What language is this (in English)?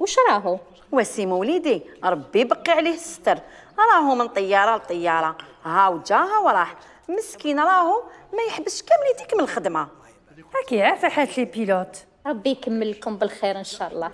Algerian Arabic